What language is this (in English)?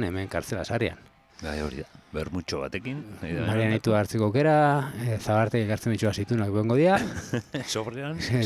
Basque